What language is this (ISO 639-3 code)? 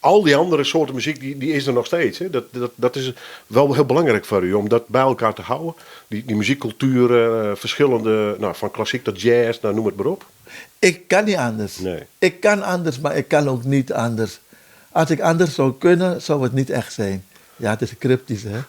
fry